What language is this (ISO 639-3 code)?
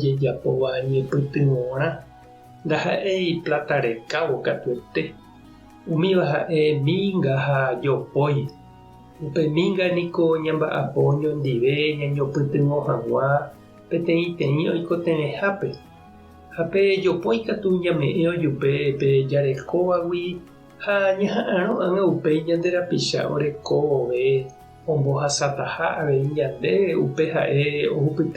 grn